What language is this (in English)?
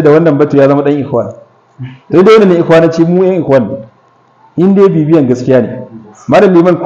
Hausa